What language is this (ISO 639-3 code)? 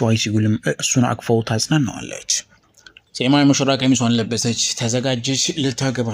amh